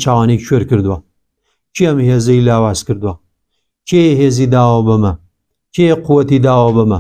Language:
Central Kurdish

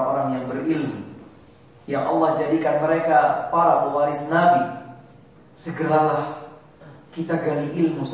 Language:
Indonesian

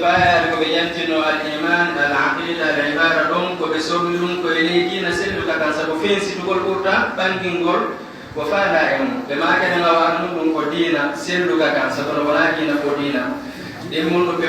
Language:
Fula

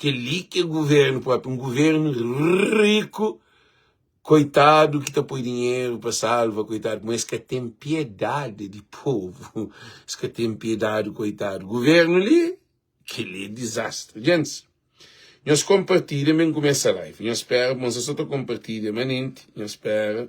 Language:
Kabuverdianu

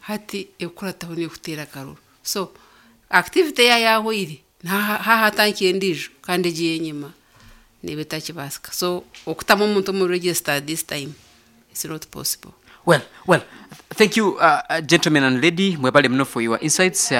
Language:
Nyankole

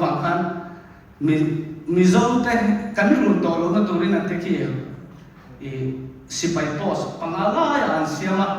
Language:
Mizo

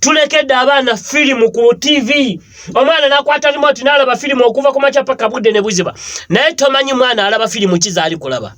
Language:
Ganda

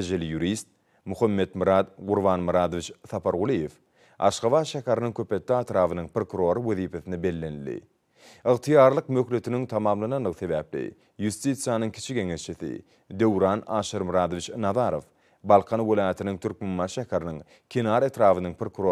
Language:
Turkmen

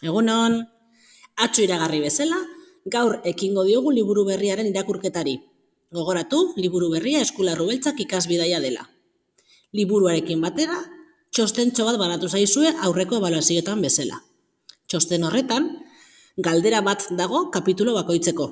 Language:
Basque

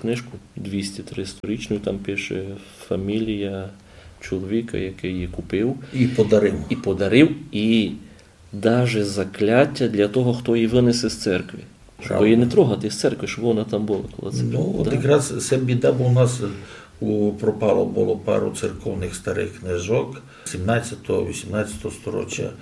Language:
Rusyn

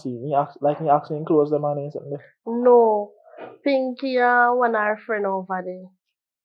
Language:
Jamaican Creole English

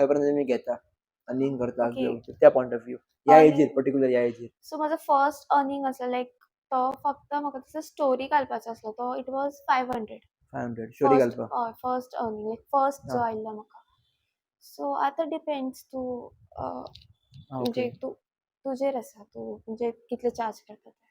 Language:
Konkani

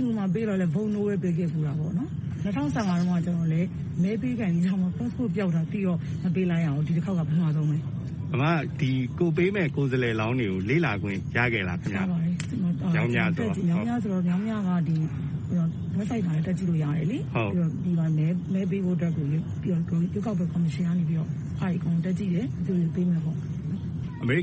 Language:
Burmese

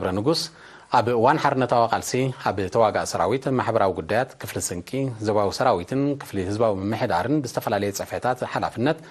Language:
Tigrinya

